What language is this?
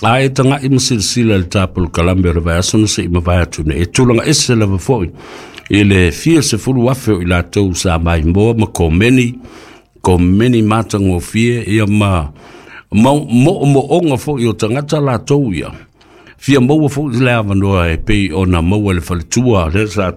Samoan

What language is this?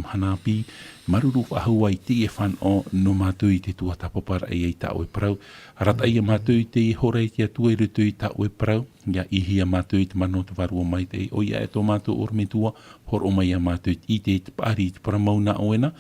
Tahitian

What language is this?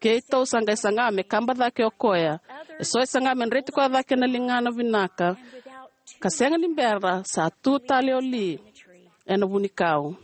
Fijian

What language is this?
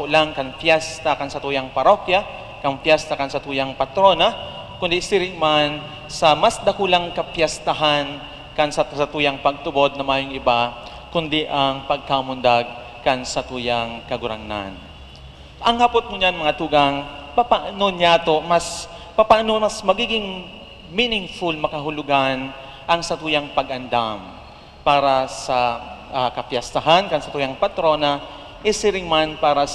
Bikol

